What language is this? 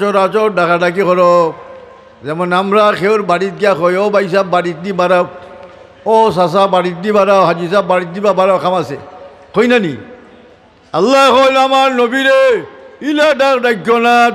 Sylheti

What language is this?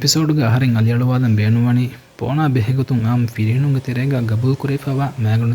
Divehi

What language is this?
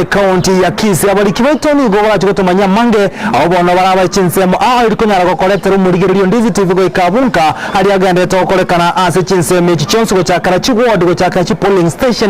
Gusii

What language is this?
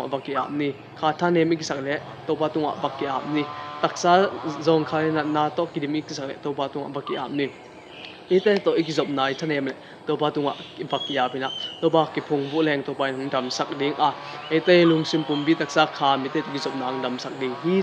Tedim Chin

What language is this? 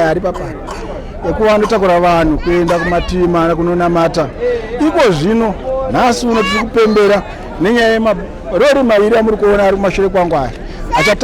Shona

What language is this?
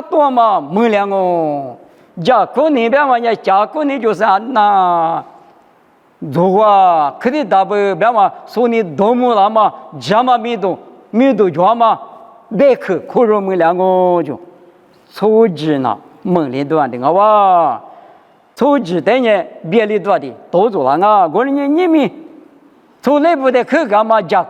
Lisu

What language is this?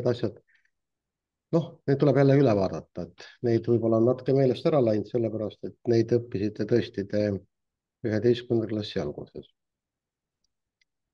Estonian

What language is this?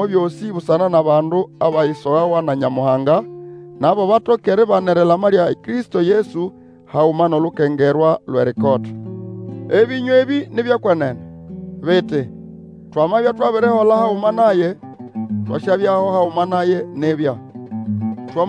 Nande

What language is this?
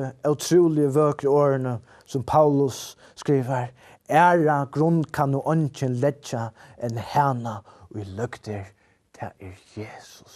Faroese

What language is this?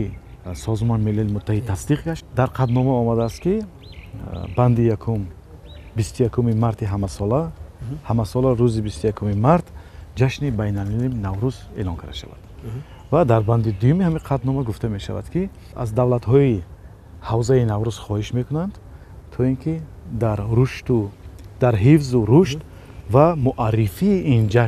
Tajik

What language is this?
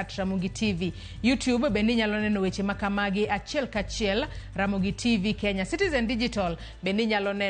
Luo (Kenya and Tanzania)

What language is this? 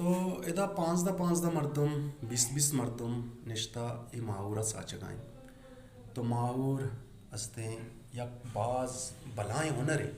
Baluchi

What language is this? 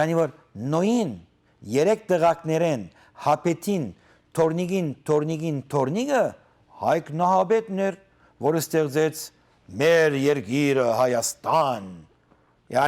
Western Armenian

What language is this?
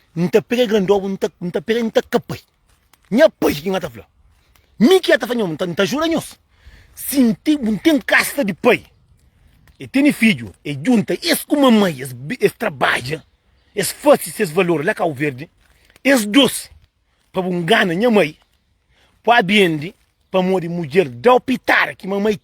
Kabuverdianu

